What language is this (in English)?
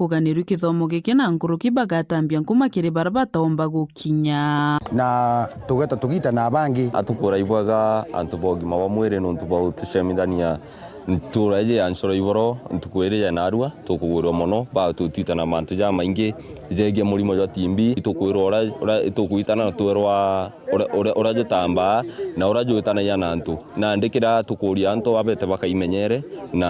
Meru